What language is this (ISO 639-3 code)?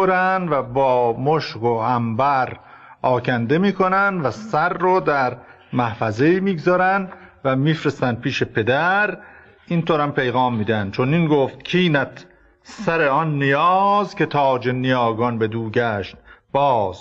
fas